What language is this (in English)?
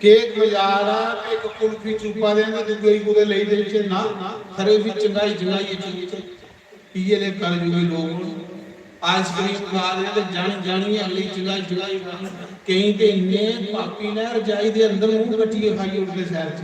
Dogri